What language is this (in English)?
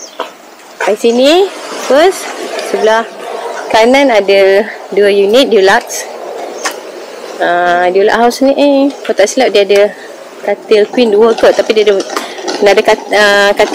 Malay